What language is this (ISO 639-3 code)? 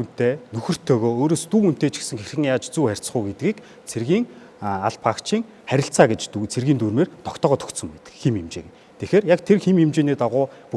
mon